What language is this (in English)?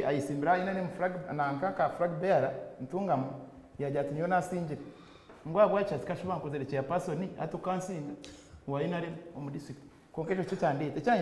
Nyankole